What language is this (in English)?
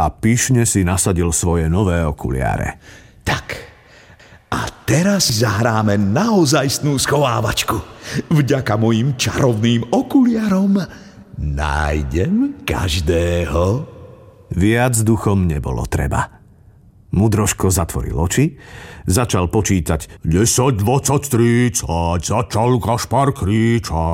Slovak